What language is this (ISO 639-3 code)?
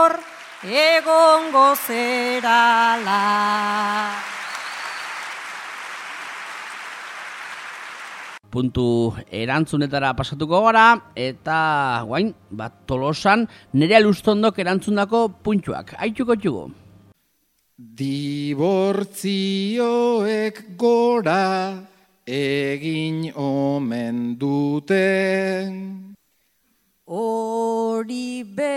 eus